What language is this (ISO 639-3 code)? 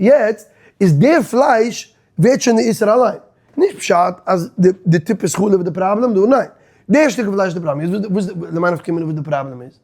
yid